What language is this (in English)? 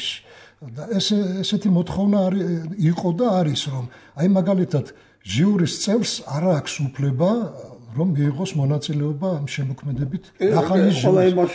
Georgian